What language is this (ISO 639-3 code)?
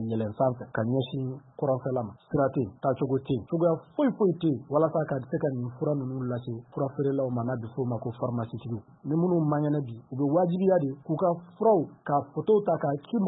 bam